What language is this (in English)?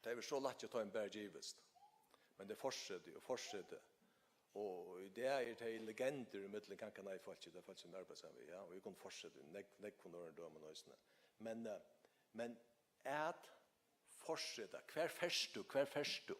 Faroese